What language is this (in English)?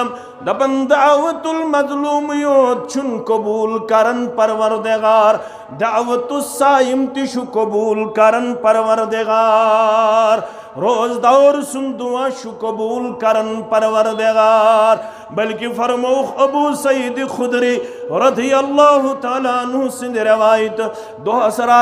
Kashmiri